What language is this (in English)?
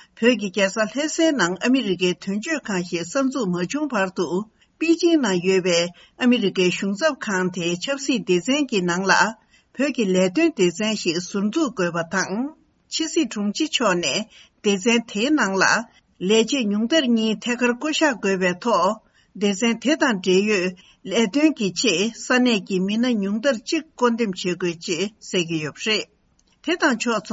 Tibetan